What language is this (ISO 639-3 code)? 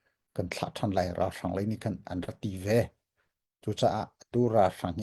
cnh